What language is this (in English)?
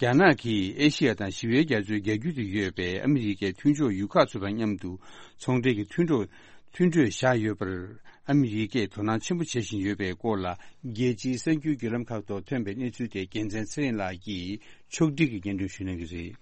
Tibetan